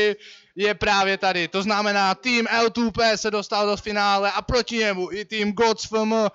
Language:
Czech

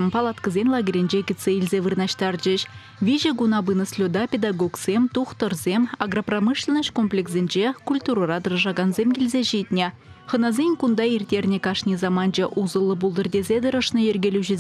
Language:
Chuvash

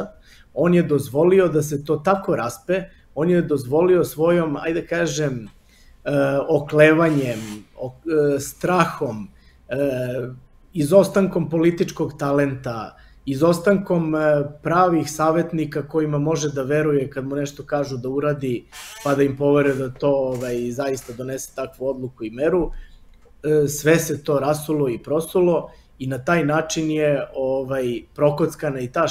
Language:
Serbian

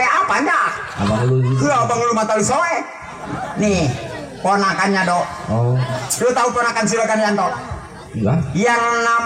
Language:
Betawi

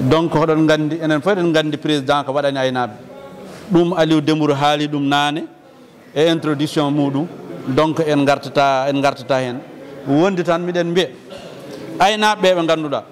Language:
Fula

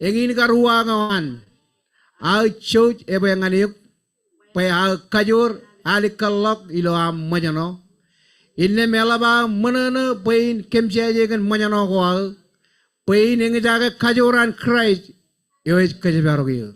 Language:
Marshallese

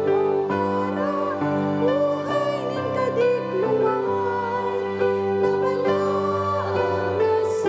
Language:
Bikol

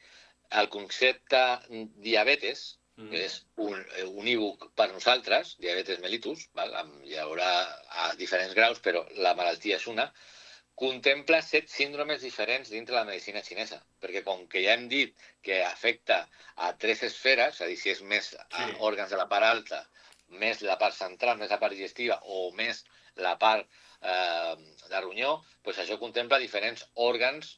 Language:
Catalan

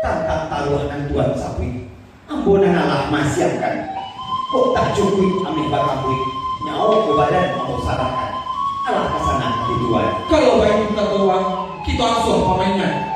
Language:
Minangkabau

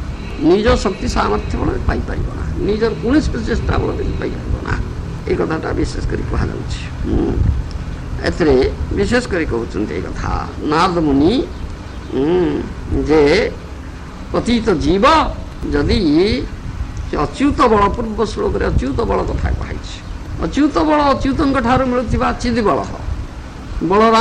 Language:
Odia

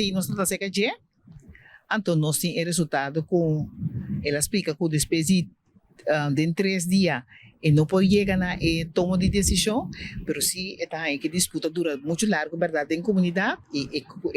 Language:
Papiamento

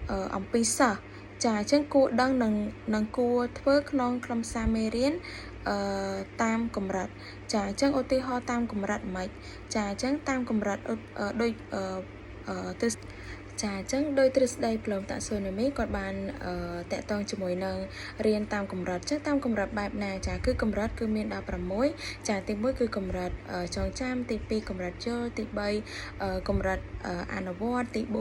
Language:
Khmer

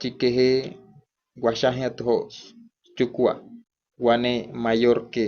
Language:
Wayuu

